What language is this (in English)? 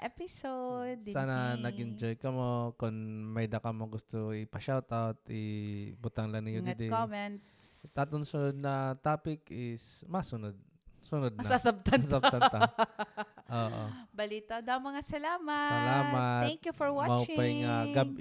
Waray